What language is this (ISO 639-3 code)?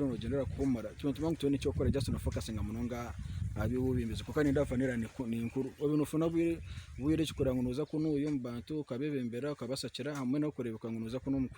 nyn